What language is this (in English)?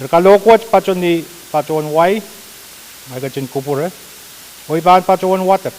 Pohnpeian